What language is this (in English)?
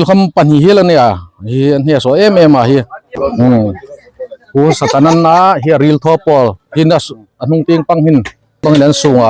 Hmar